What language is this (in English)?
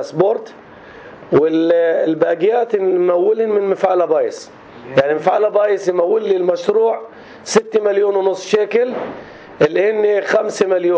North Levantine Arabic